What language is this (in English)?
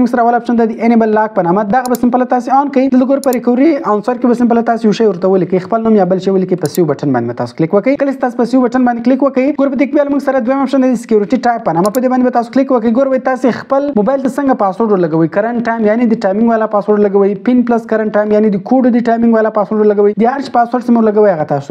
Pashto